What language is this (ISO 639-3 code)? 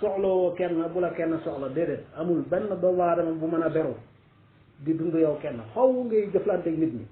wol